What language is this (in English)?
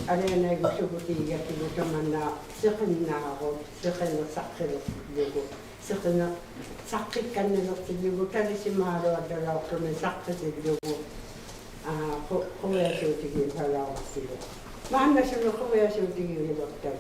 Inuktitut